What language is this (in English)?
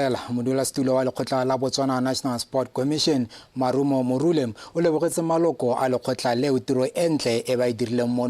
Tswana